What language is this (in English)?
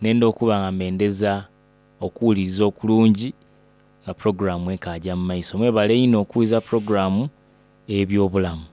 Soga